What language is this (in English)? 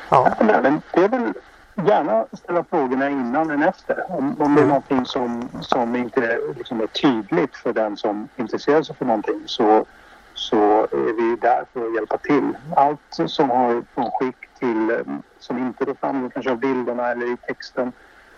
Swedish